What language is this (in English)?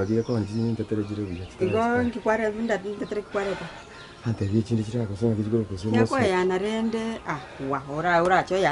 Gusii